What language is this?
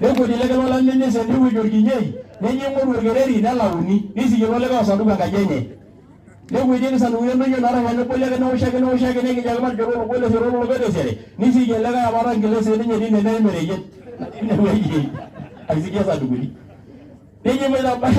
Masai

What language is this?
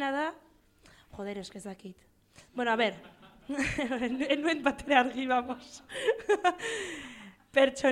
Basque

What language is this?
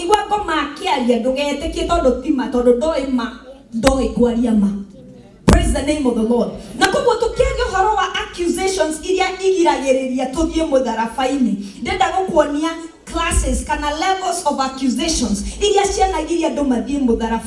Kikuyu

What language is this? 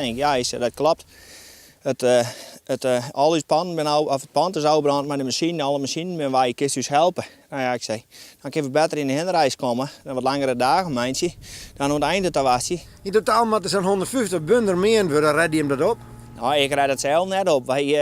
Western Frisian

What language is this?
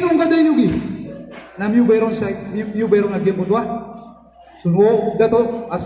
Maranao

